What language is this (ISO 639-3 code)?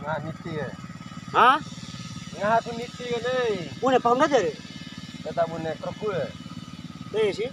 bhp